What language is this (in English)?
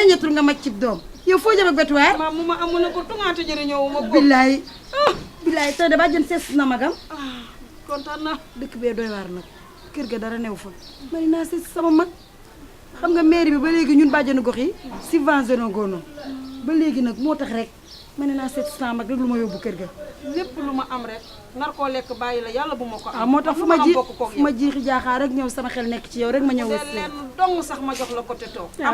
Wolof